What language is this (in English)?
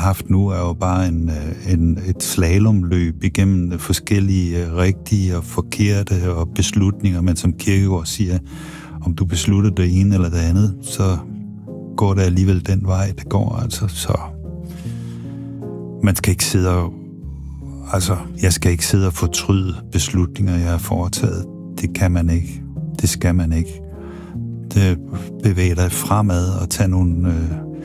Danish